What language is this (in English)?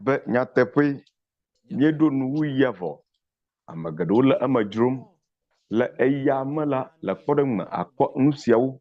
Ewe